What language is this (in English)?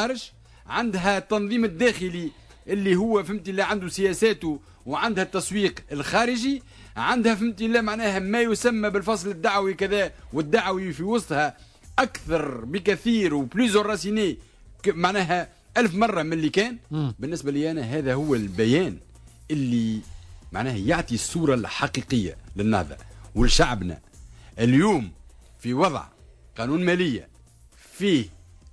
Tunisian Arabic